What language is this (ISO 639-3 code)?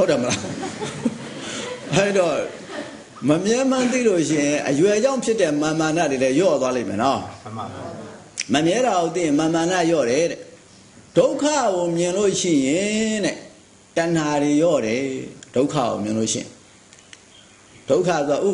mya